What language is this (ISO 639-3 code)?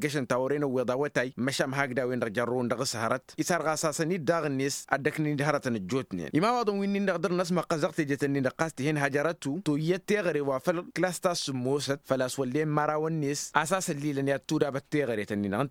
taq